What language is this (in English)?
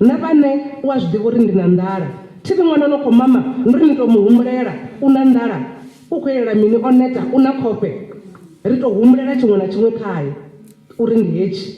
Venda